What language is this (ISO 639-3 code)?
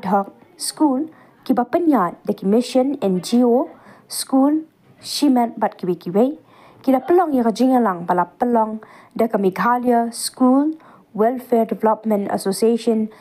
kha